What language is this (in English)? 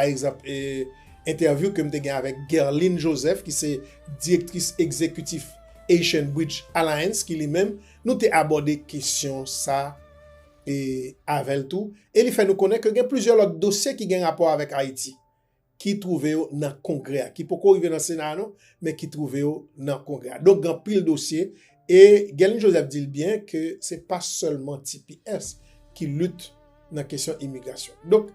Haitian Creole